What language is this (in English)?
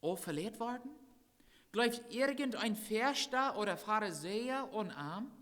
Plautdietsch